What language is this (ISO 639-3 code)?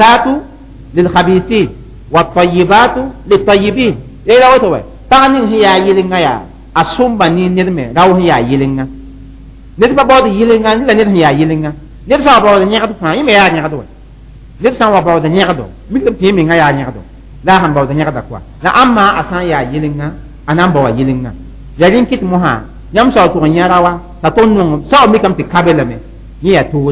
mos